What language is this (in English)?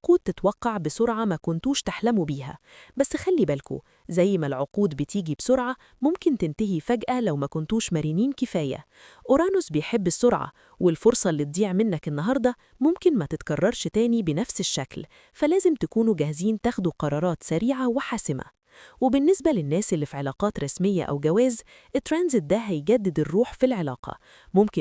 Egyptian Arabic